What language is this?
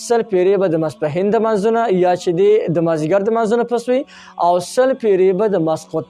Pashto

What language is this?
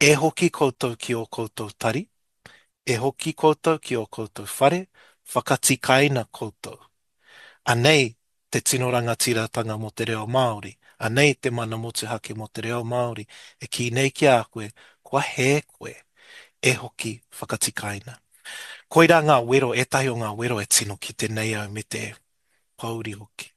Māori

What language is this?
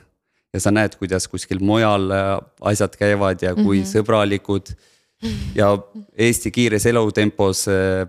Estonian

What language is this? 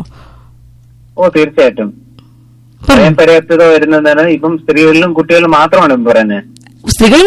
Malayalam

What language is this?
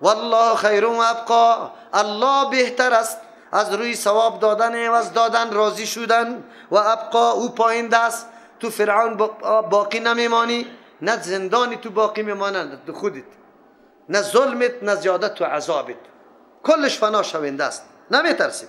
Persian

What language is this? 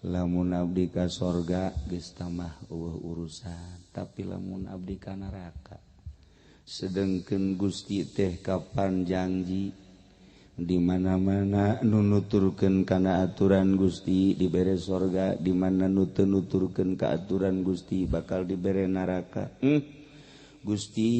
Sundanese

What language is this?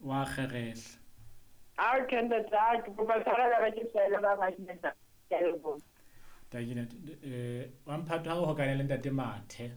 Southern Sotho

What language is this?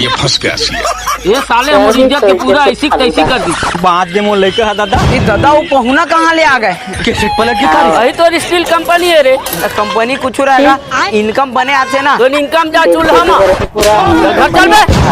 Chhattisgarhi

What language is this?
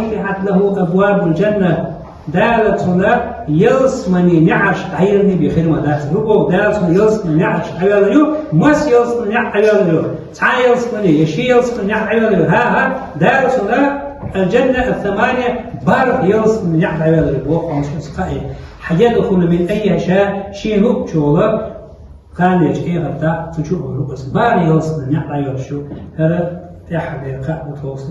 Chechen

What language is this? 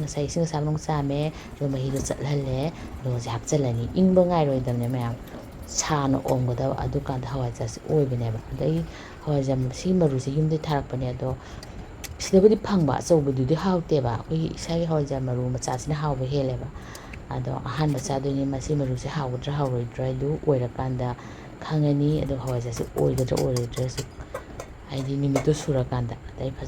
Manipuri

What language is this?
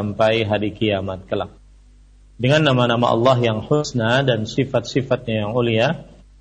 Indonesian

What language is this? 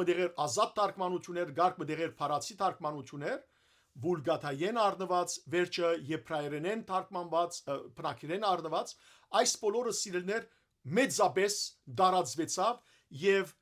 Western Armenian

